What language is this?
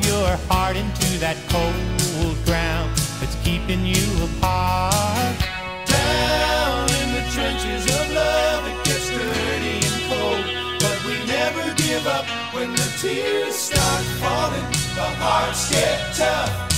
English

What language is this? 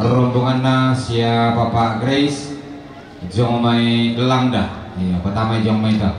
Toraja-Sa'dan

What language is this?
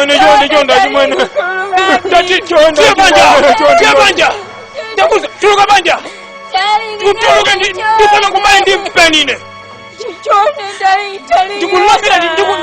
Nyanja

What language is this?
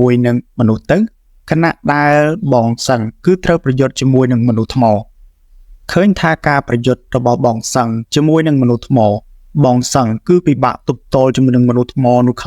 Khmer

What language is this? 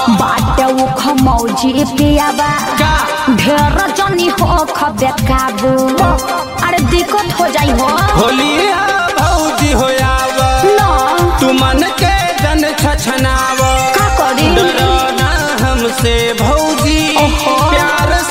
Bhojpuri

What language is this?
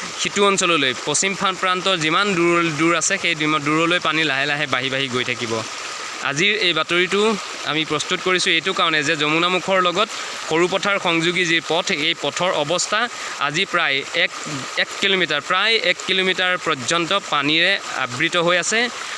Assamese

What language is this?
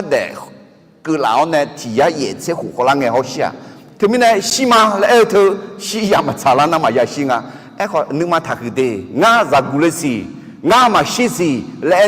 Akha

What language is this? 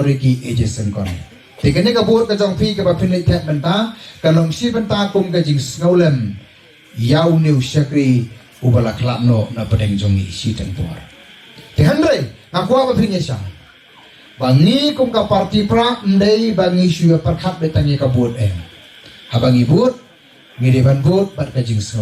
Khasi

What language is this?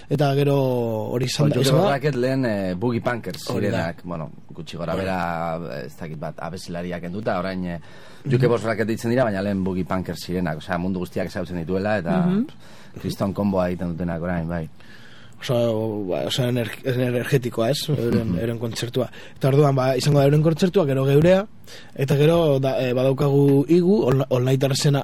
Basque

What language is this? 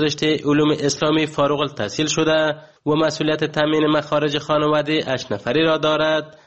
Persian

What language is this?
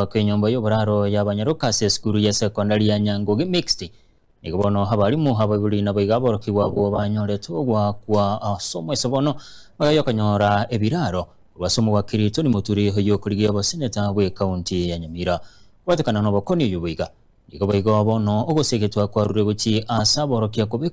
Gusii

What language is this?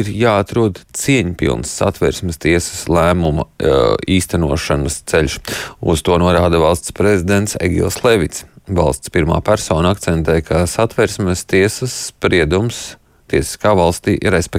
Latvian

